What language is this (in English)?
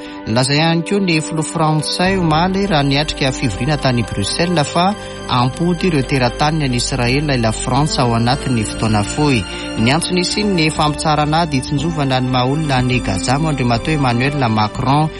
Malagasy